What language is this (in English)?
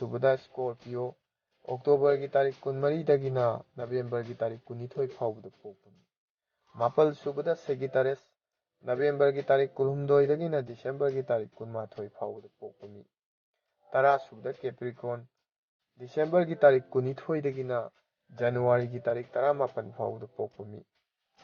Manipuri